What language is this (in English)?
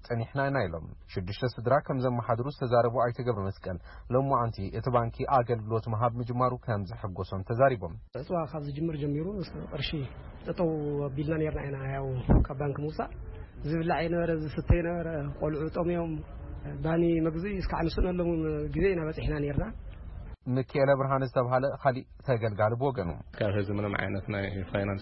Tigrinya